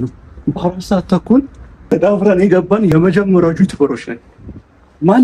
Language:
Amharic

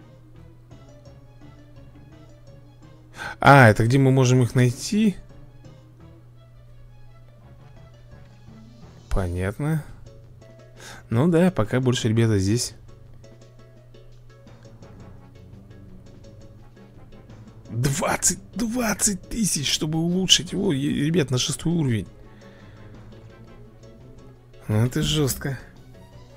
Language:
Russian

